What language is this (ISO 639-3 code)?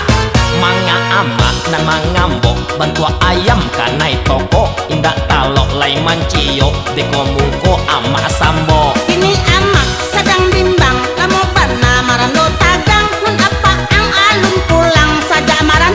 min